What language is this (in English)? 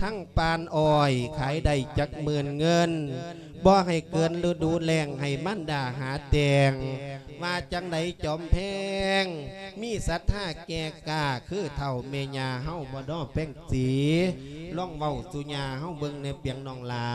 Lao